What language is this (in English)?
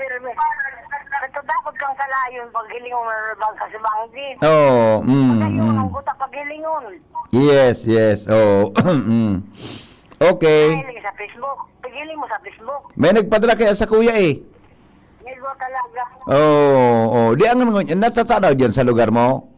Bikol